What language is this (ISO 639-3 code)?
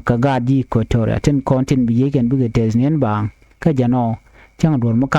nus